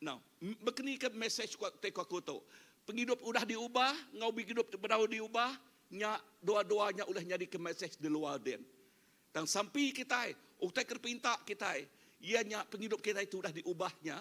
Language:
Iban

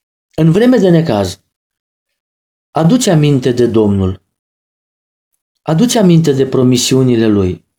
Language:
Romanian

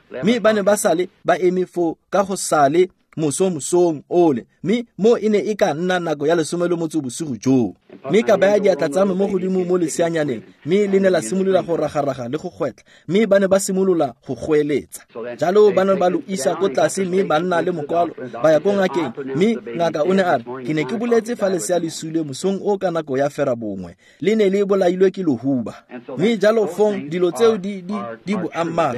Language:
Tswana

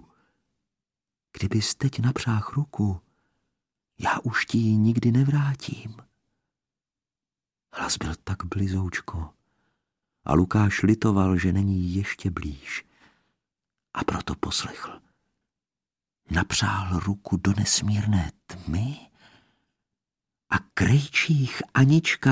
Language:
Czech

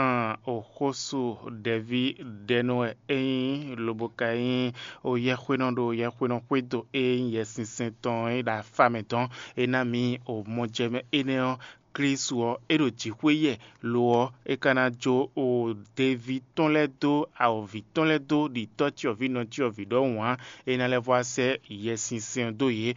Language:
Fon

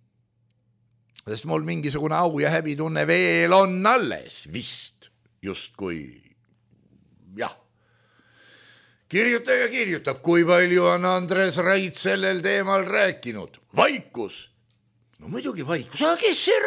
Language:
Estonian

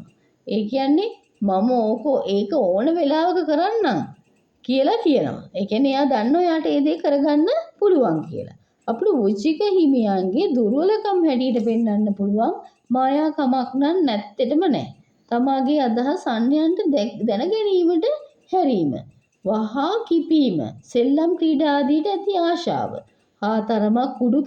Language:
Sinhala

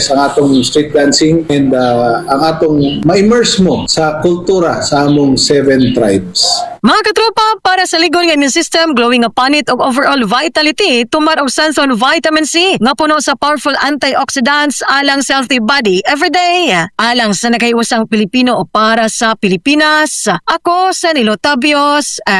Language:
Cebuano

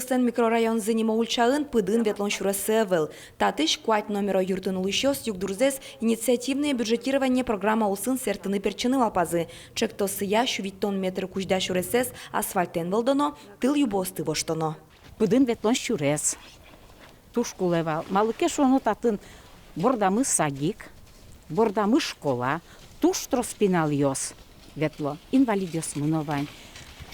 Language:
Udmurt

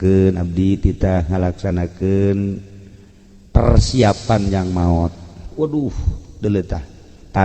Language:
Sundanese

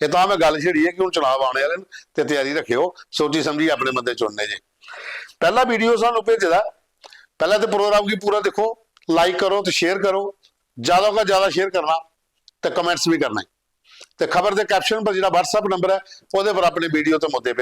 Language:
Dogri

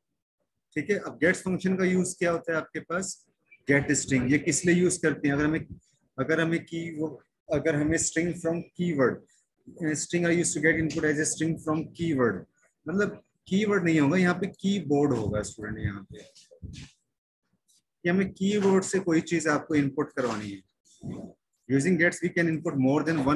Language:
Hindi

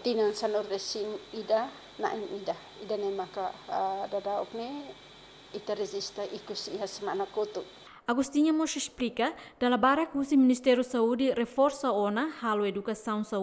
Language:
Tetum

